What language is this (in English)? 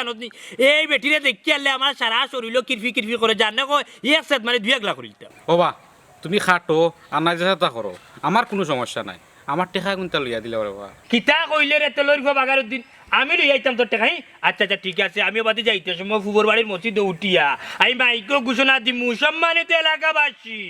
Sylheti